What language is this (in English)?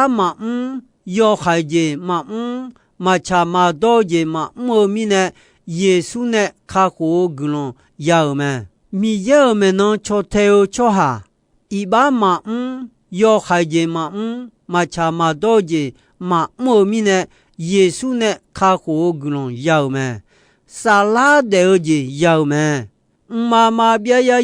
Akha